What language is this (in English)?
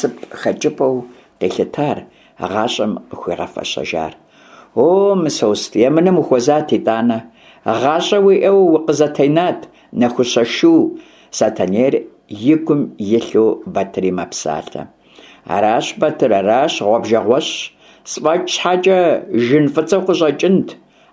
Kabardian